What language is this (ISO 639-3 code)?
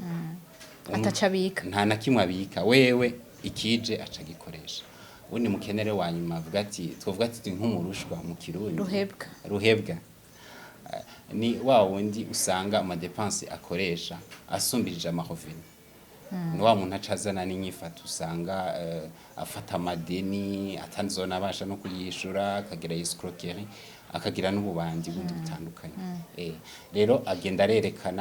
run